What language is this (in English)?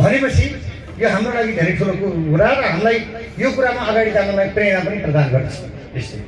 Nepali